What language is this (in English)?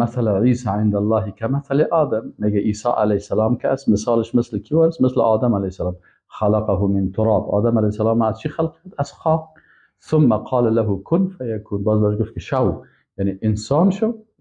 Persian